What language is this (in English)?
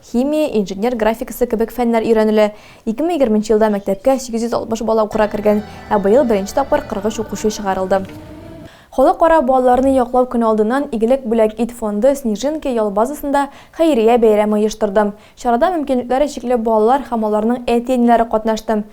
Tatar